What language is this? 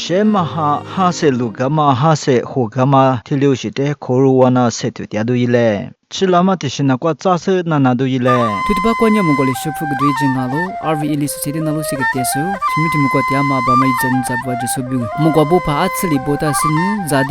Lisu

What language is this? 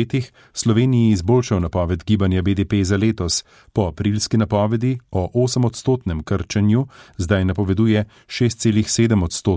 Slovenian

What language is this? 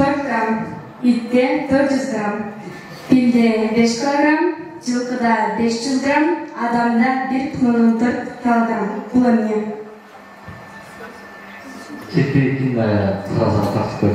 Kyrgyz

